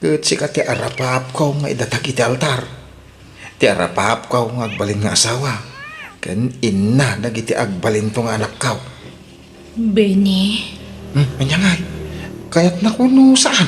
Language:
Iloko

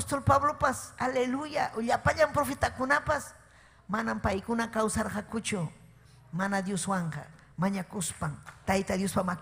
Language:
Ayacucho Quechua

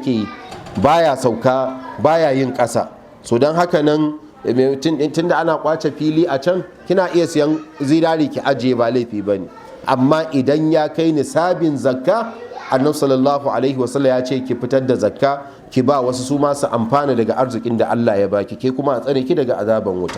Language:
Hausa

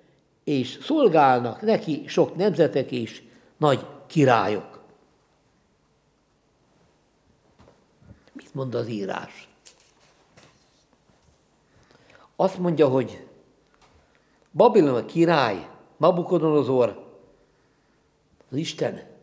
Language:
Hungarian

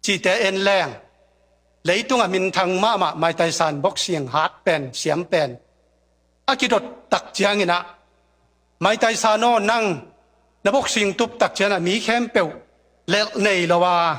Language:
Tedim Chin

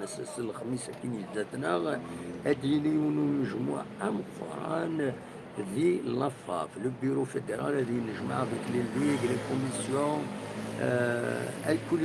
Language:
Kabyle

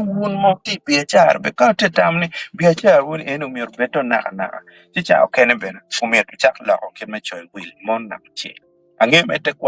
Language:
Acoli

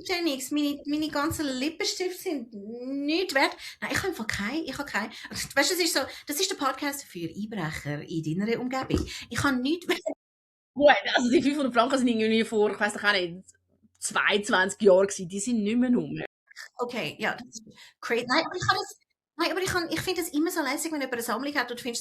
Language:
Swiss German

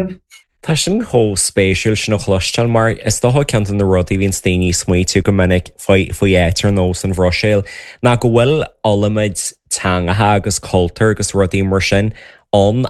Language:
Irish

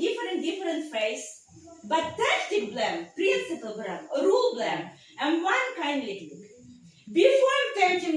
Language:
Tok Pisin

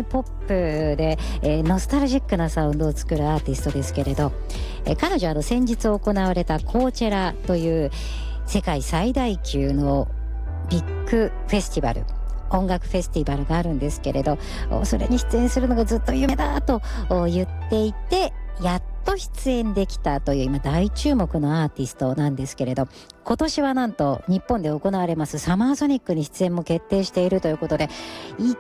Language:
Japanese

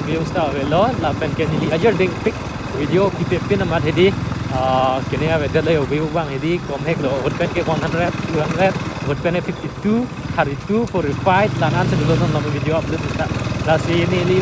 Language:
Karbi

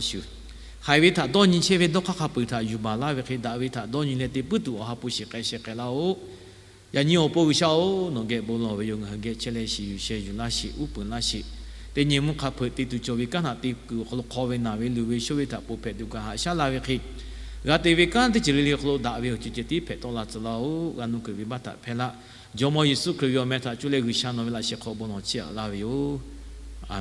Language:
Lahu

